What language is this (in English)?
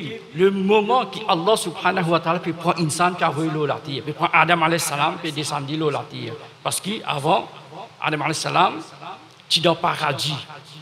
Morisyen